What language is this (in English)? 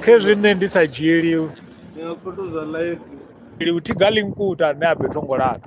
Venda